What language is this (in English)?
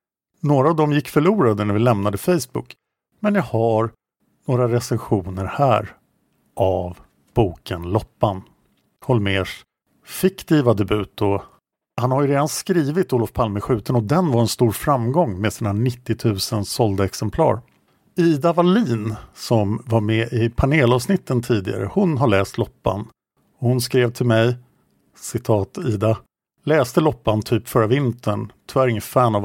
Swedish